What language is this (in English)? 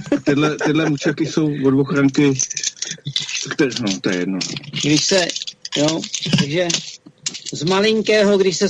Czech